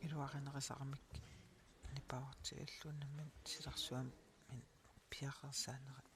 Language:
Kalaallisut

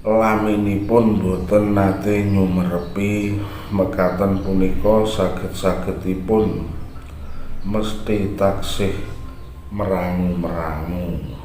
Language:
Javanese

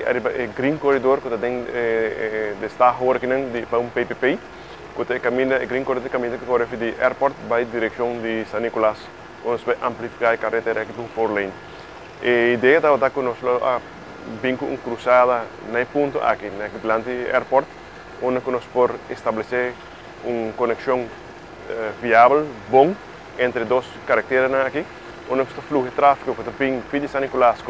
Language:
Papiamento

